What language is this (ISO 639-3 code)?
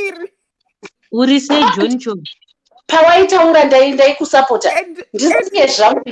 sna